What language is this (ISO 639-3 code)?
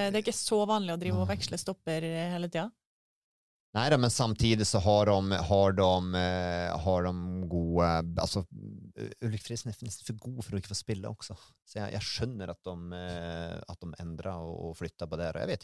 nor